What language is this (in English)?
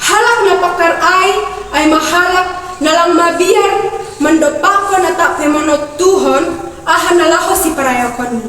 Batak Simalungun